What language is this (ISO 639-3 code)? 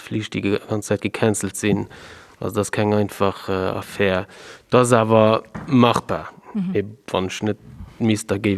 ltz